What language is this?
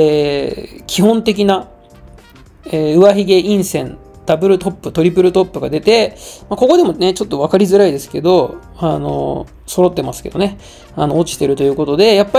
Japanese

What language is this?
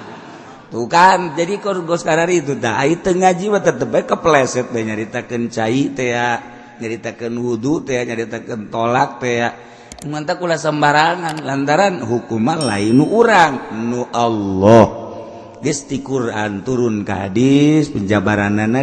Sundanese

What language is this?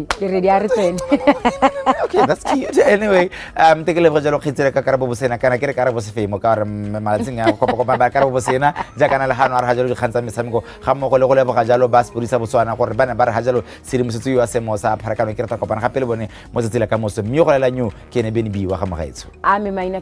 Tswana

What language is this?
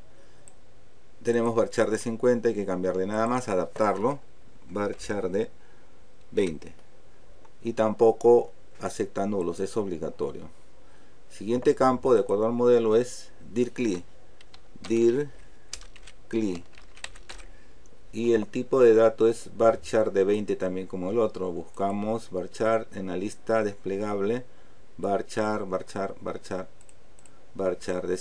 Spanish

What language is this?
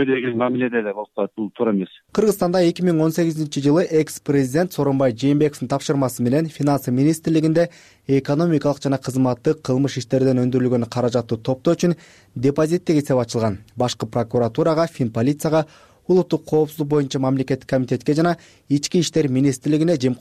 Kyrgyz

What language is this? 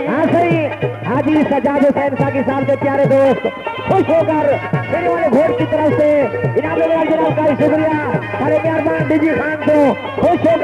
Saraiki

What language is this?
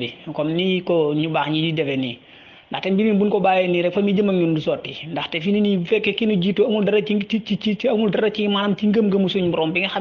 Wolof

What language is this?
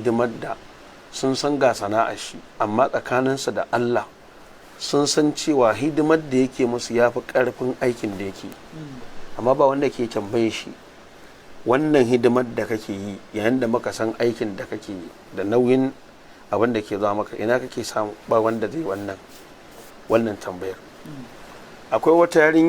Hausa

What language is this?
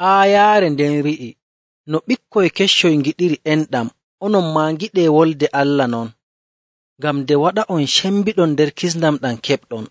Nigerian Fulfulde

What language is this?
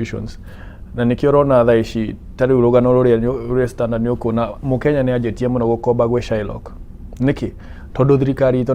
Kikuyu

